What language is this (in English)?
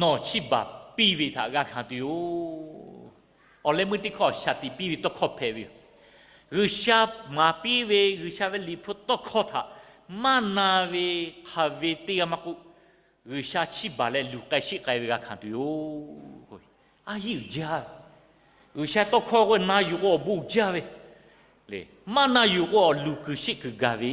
Lahu